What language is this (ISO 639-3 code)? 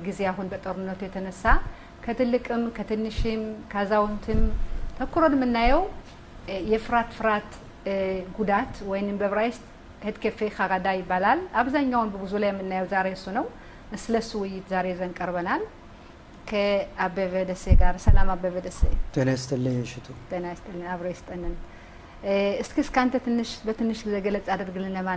amh